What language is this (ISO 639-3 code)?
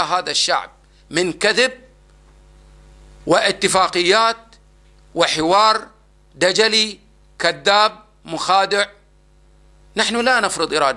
ara